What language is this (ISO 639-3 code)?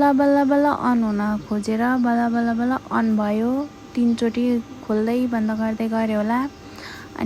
nep